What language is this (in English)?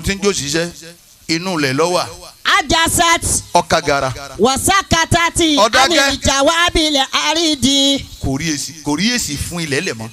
Yoruba